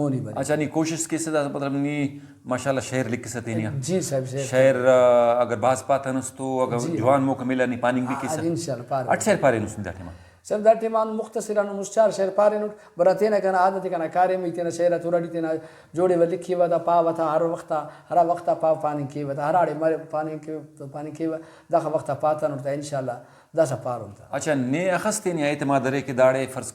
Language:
Brahui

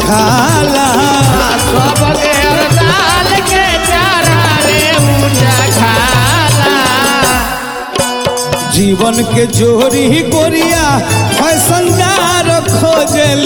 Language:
Bhojpuri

